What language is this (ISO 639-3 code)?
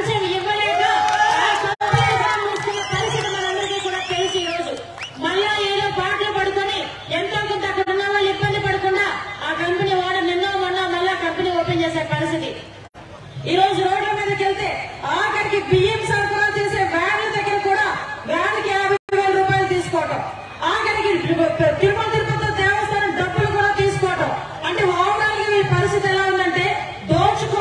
tel